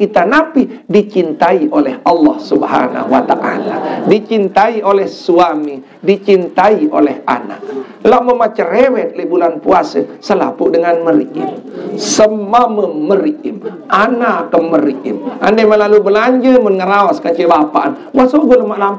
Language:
Sasak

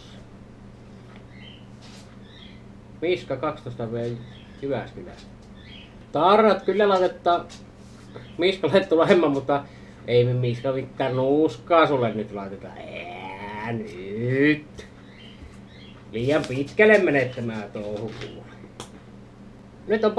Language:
Finnish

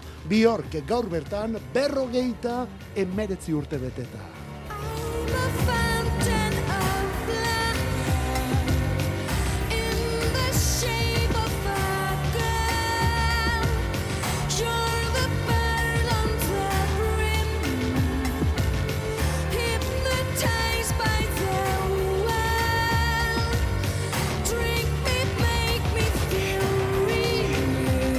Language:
Basque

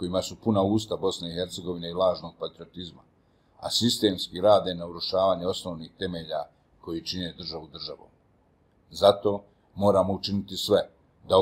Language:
Bosnian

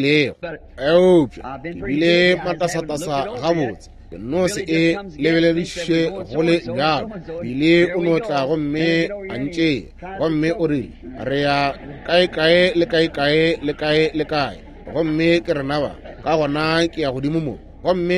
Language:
Northern Sotho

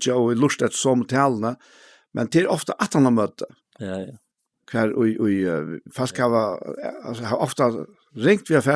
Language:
Faroese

